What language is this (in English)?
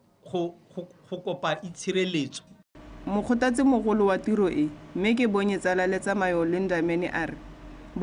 Tswana